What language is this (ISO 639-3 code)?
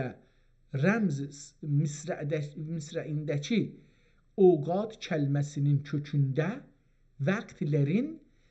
azb